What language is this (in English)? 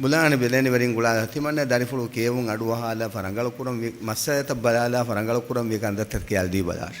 Divehi